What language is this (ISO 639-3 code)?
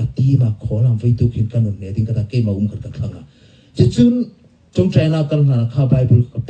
hmr